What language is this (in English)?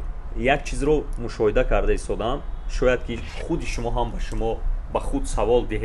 Tajik